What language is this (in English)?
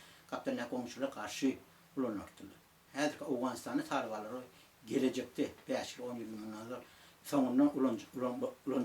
Turkmen